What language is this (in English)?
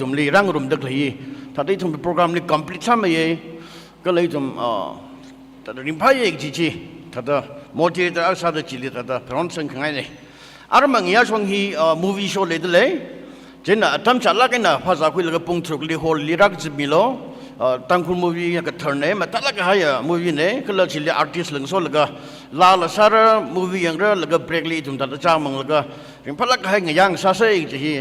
Tangkhul Naga (India)